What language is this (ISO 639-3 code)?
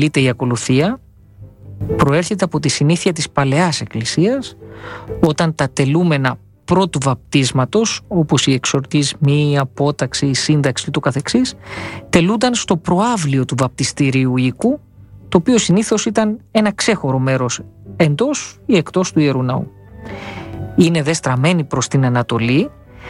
ell